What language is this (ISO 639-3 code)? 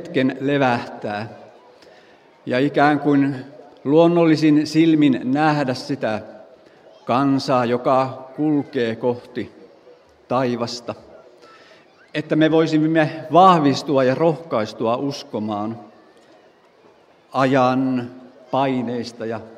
fin